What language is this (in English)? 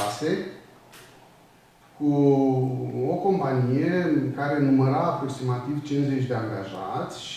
Romanian